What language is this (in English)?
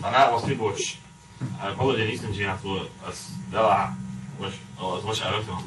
Chechen